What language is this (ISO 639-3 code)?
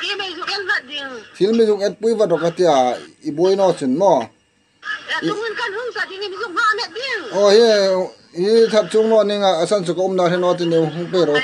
hmr